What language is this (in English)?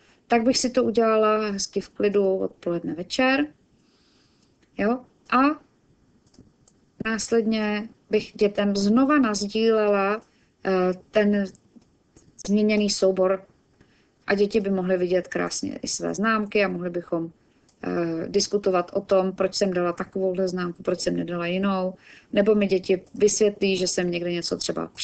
Czech